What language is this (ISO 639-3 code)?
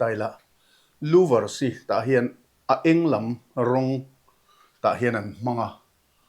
lus